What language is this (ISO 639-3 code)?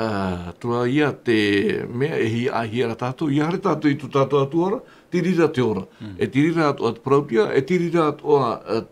tah